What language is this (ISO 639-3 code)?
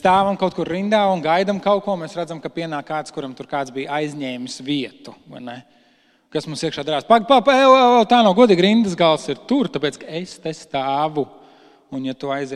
lav